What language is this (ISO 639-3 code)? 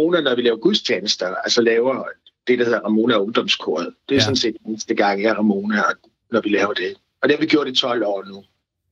dan